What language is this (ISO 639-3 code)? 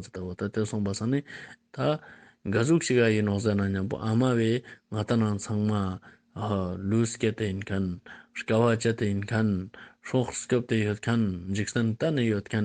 lbj